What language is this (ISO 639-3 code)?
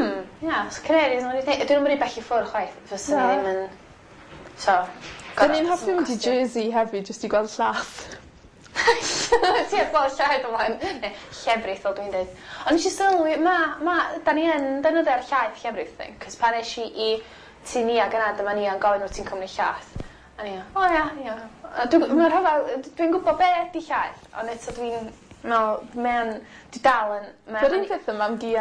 cym